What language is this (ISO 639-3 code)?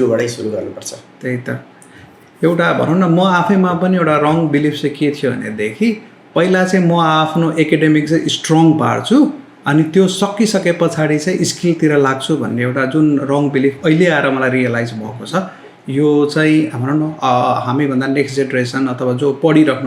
nep